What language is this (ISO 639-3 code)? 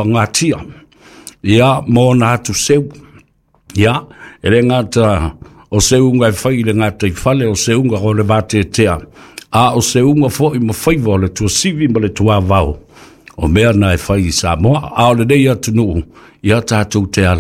smo